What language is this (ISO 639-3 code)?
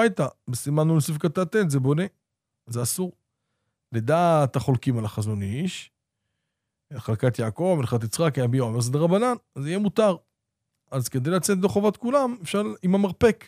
heb